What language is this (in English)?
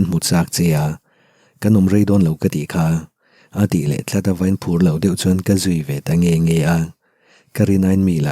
Mizo